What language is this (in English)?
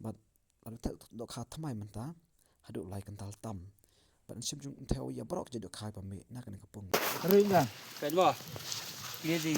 Khasi